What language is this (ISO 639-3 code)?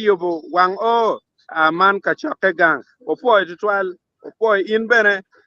ach